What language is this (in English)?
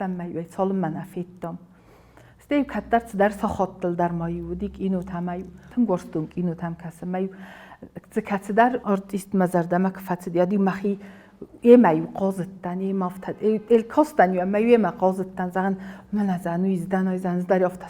Ossetic